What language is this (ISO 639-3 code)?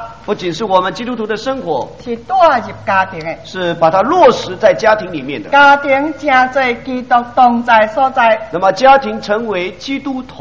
zho